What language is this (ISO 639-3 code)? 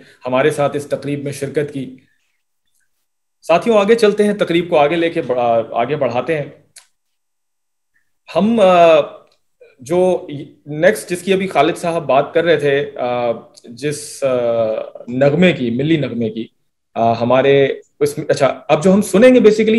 urd